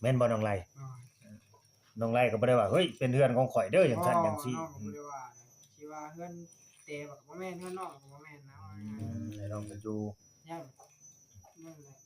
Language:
Northeastern Thai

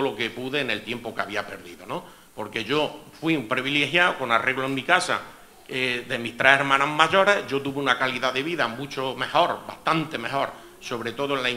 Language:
Spanish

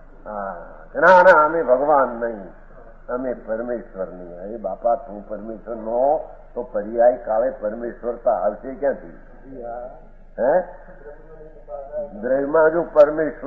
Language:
Gujarati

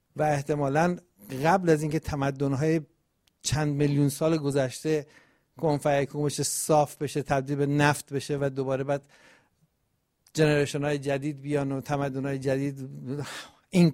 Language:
Persian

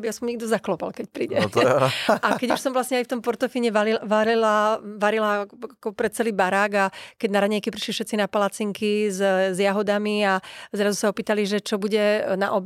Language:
Slovak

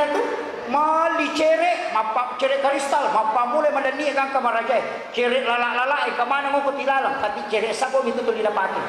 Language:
Buginese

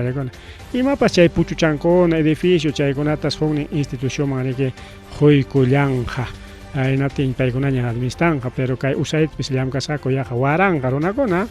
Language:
Ayacucho Quechua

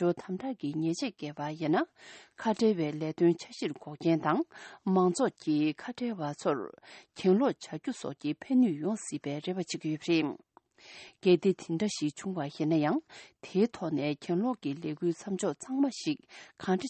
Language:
Tibetan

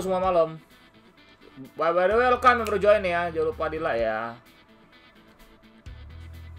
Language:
Indonesian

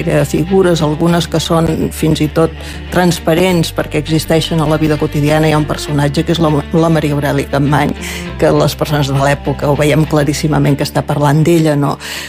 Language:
Catalan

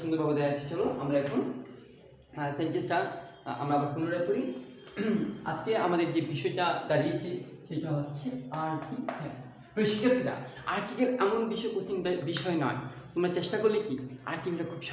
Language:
Bangla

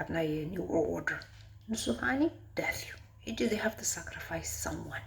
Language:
Tigrinya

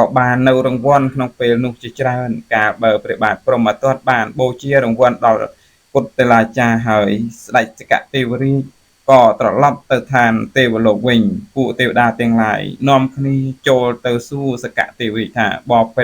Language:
Khmer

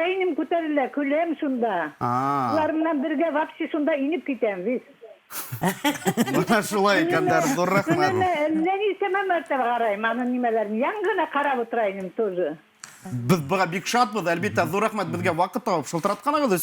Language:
Bashkir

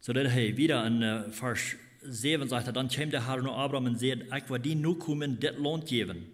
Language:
Plautdietsch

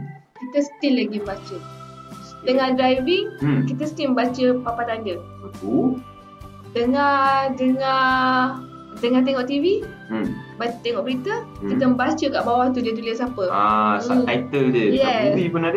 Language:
Malay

